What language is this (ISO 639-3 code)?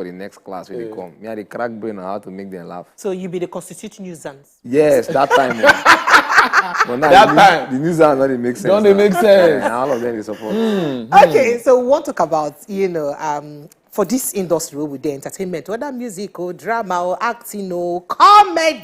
pcm